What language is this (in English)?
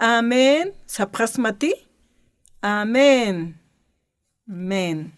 Aymara